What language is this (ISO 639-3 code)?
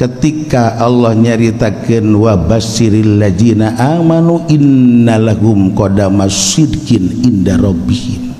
sun